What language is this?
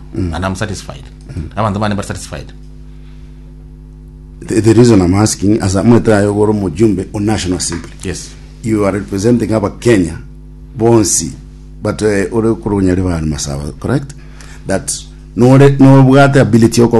Gusii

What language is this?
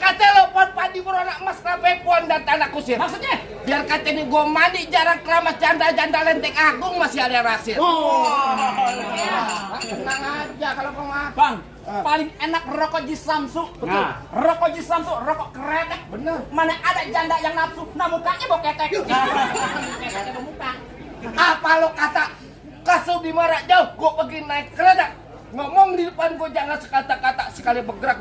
Betawi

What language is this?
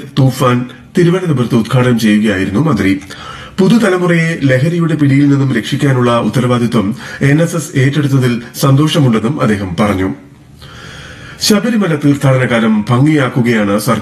Malayalam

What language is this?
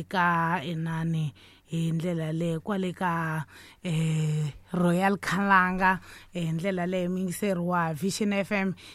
Tsonga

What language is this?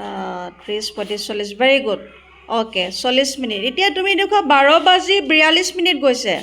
Assamese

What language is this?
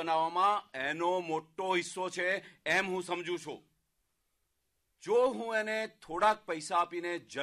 Gujarati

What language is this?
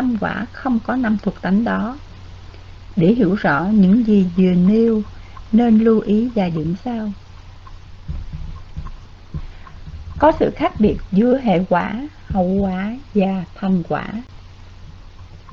Vietnamese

